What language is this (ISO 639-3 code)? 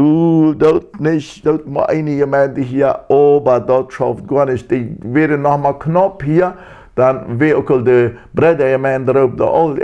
pdt